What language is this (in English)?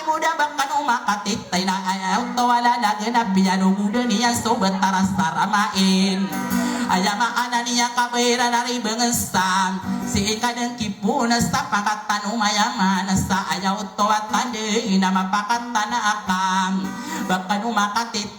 Maranao